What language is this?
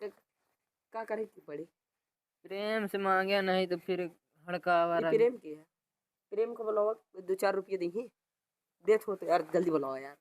Awadhi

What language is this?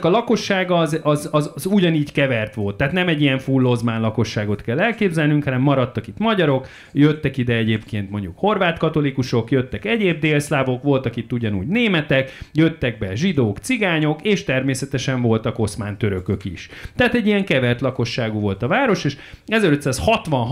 Hungarian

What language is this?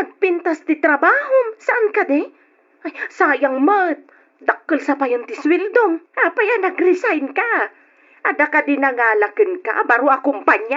Iloko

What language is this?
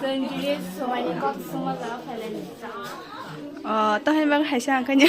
Kok Borok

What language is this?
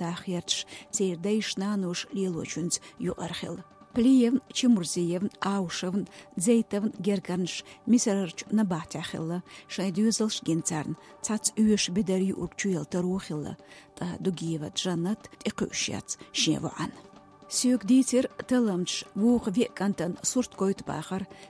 Chechen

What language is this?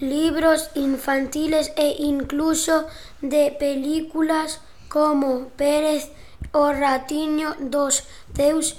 Galician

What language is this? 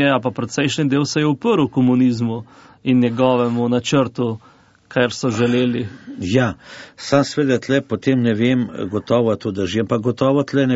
Slovenian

